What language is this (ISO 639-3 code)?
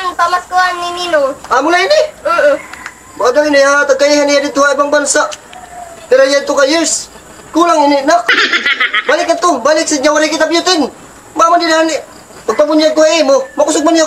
war